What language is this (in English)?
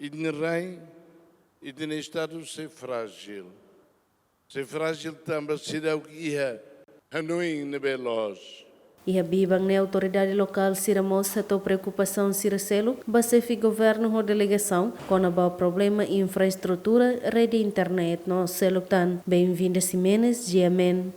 Tetum